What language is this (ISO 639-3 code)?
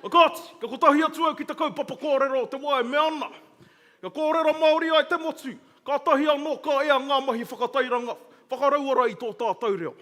mri